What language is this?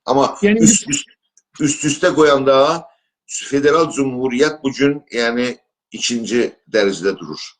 South Azerbaijani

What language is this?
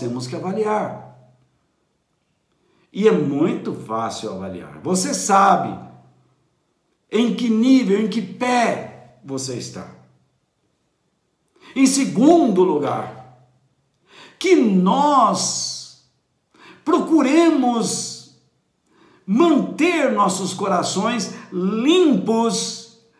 Portuguese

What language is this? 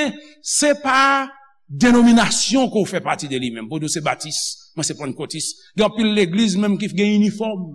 Haitian Creole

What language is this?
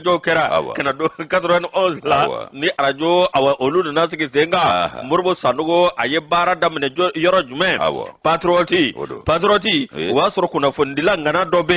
Bambara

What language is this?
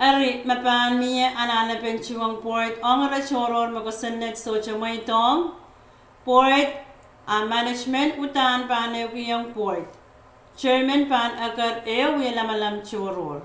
Pohnpeian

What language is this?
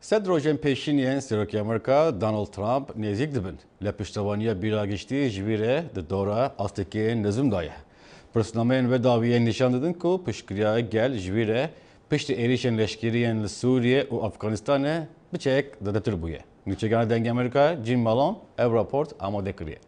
Kurdish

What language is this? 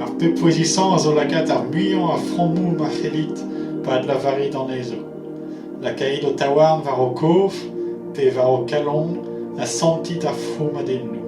Breton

